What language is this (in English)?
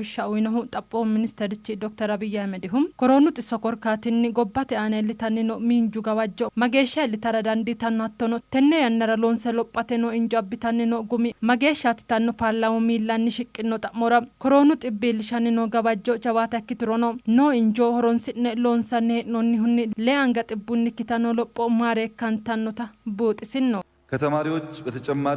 Sidamo